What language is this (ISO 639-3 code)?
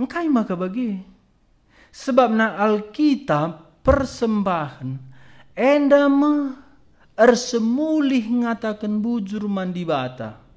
btx